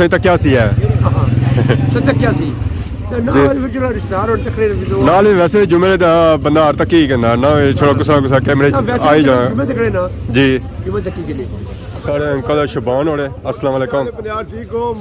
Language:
Pahari-Potwari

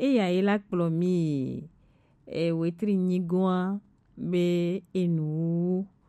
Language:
Gen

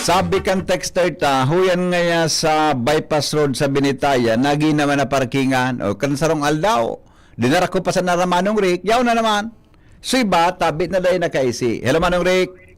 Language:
Bikol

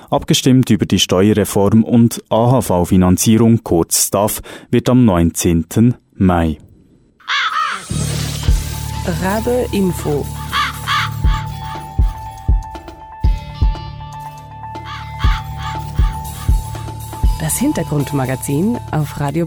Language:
German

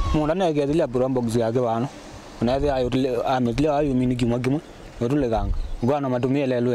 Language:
Kamba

